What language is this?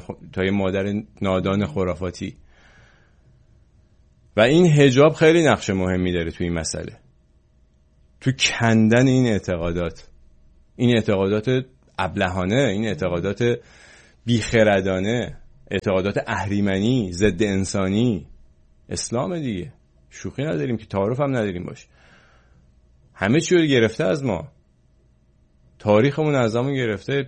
Persian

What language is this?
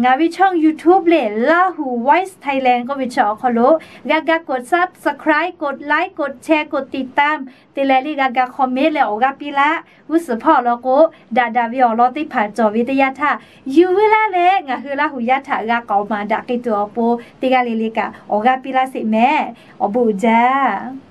Lahu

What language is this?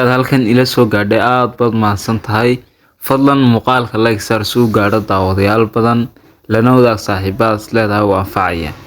Somali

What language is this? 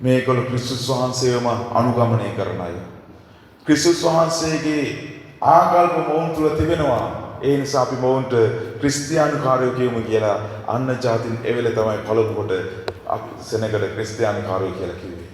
Sinhala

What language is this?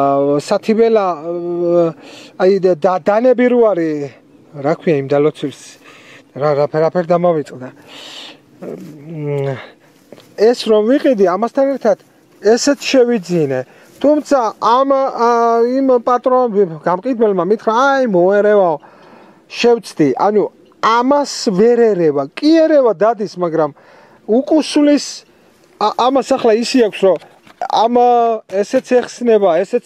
Georgian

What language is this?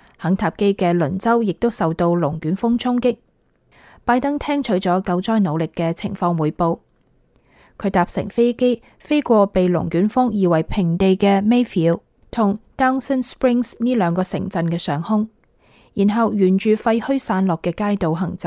Cantonese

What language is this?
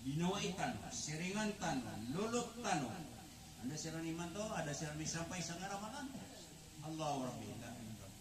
Maranao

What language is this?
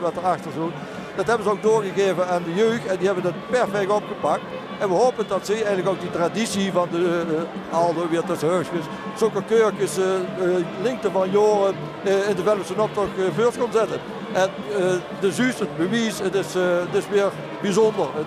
Limburgish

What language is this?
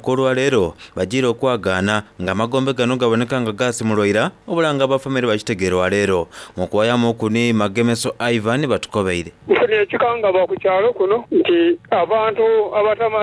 Soga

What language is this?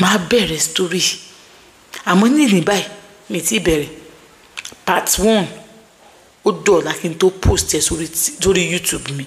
Yoruba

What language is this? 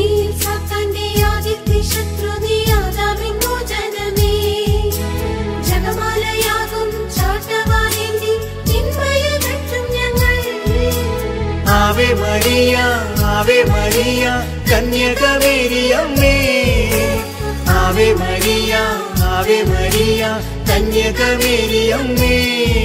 Malayalam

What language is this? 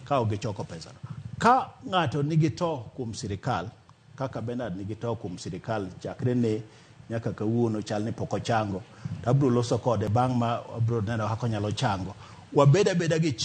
Luo (Kenya and Tanzania)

